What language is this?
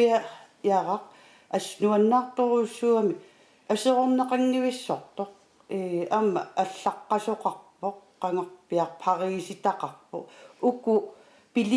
Kalaallisut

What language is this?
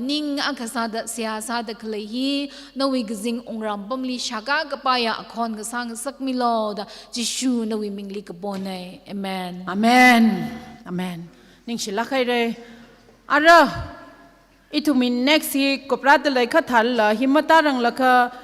Tangkhul Naga (India)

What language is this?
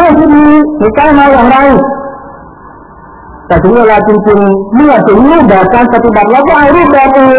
Thai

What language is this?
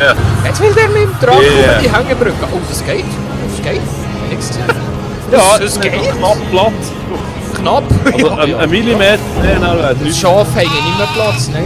Swiss German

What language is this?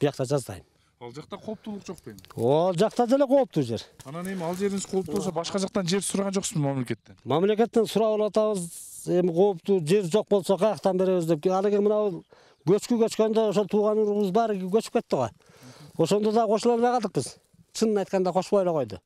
Kyrgyz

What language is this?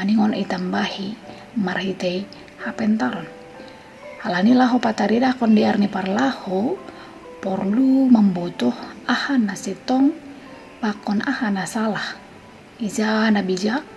Batak Simalungun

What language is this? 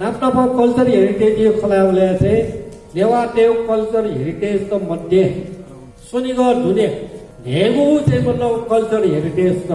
Newari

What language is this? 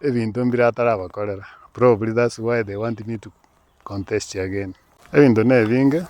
Gusii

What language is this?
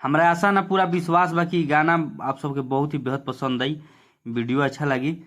Bhojpuri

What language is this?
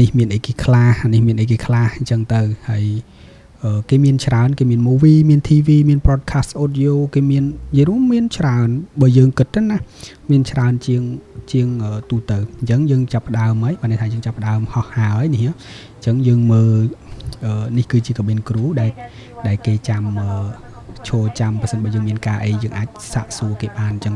Khmer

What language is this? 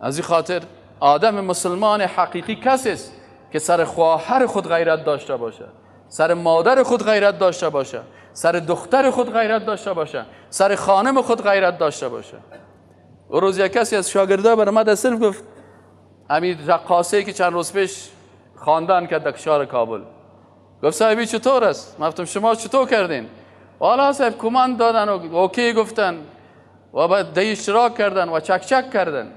Persian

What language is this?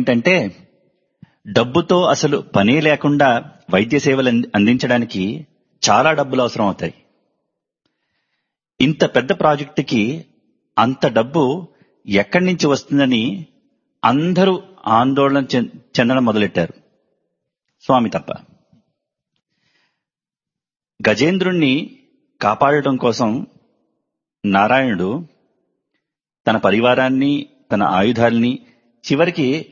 Telugu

